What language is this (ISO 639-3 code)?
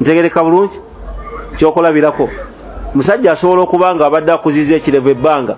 lug